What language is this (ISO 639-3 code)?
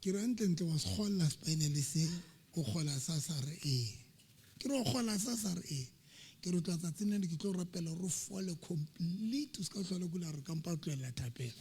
sot